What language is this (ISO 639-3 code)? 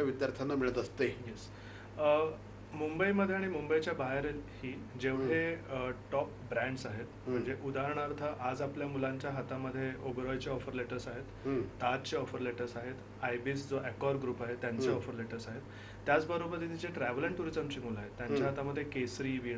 mar